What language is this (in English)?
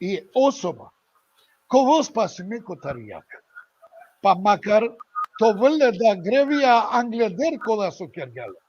Balkan Romani